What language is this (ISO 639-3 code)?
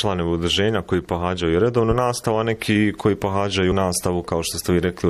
bos